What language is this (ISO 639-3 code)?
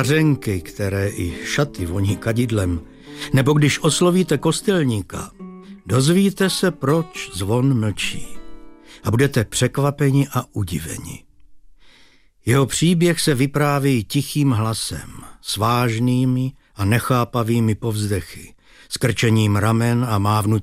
ces